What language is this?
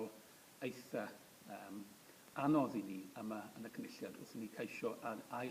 Welsh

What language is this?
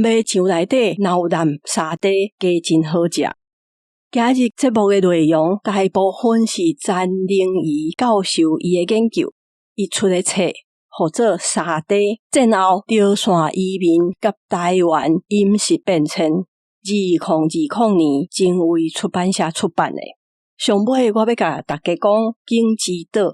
Min Nan Chinese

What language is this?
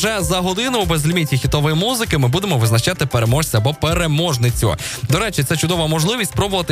Ukrainian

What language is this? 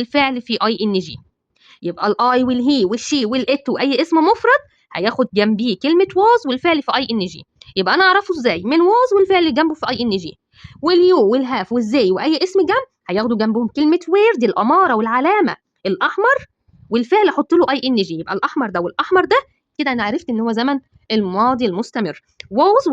Egyptian Arabic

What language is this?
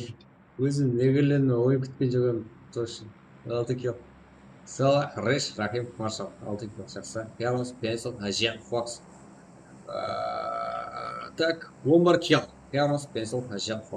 Kara-Kalpak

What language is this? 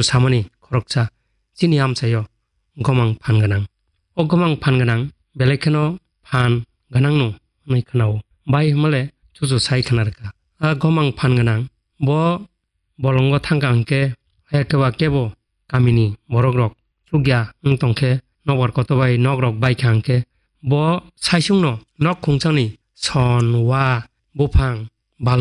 Kok Borok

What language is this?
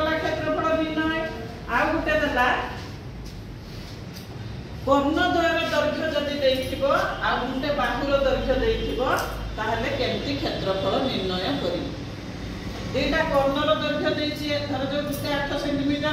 Odia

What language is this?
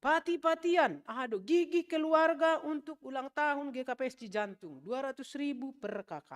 Batak Simalungun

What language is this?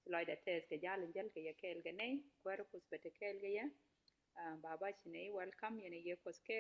Nuer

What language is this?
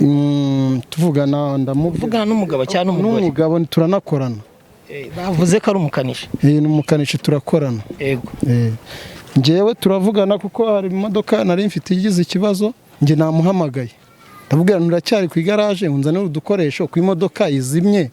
Kinyarwanda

